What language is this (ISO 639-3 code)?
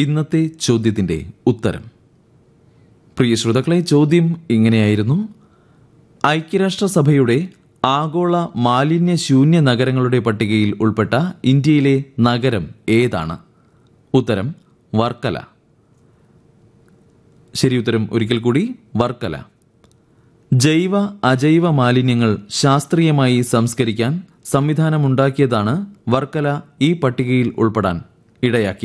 mal